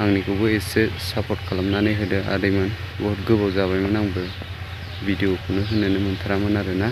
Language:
Bodo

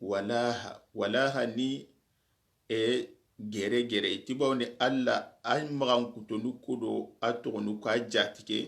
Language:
Soninke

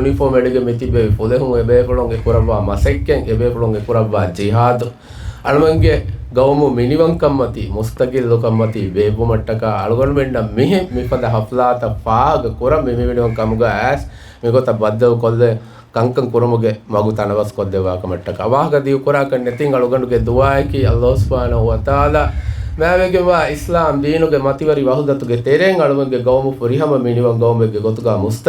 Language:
Divehi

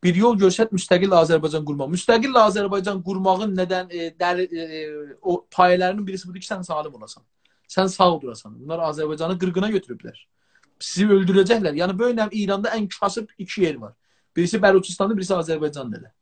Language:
South Azerbaijani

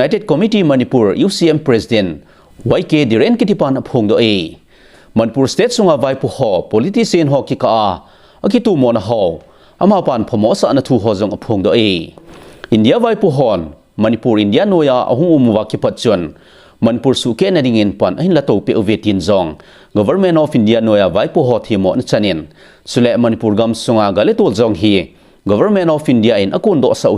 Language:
Thado Chin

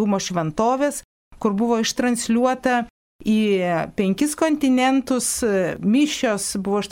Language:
Lithuanian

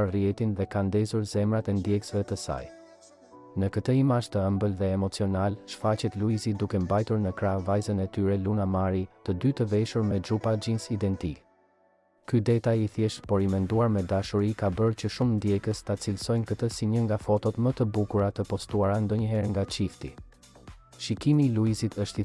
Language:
Albanian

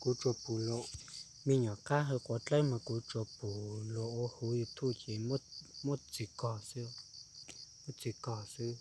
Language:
Hmong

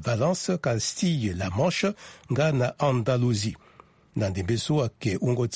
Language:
Sango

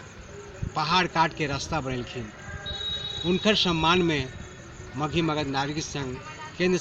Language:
Magahi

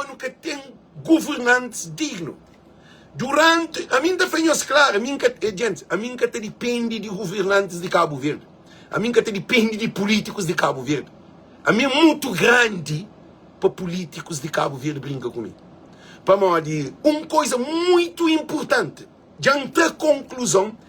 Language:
Kabuverdianu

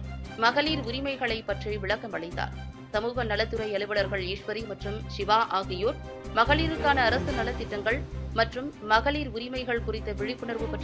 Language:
Tamil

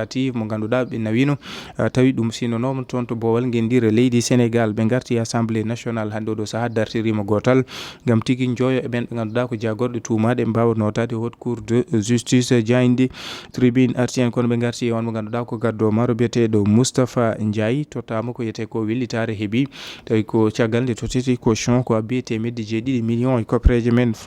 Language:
Fula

